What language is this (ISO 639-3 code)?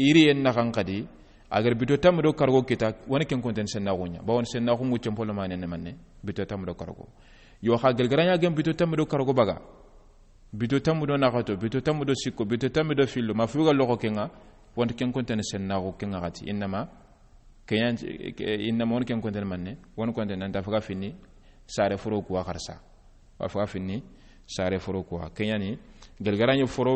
snk